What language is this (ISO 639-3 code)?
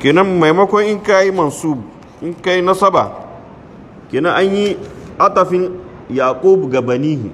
hau